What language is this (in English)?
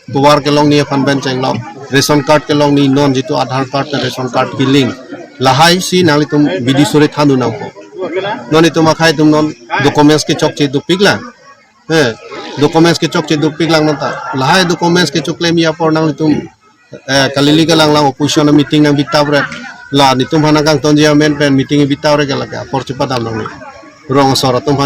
Karbi